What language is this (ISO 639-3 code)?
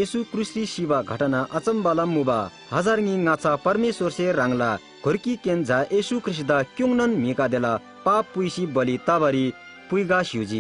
taj